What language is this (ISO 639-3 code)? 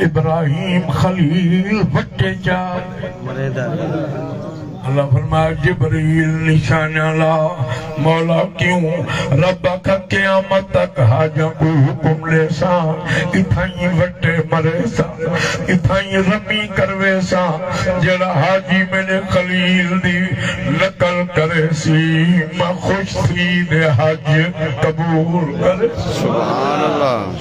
skr